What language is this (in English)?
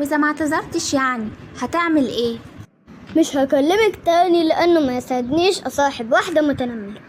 Egyptian Arabic